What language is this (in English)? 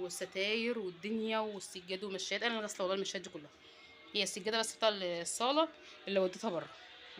Egyptian Arabic